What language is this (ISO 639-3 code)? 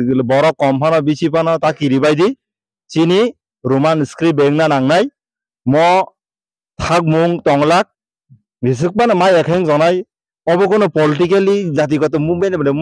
trp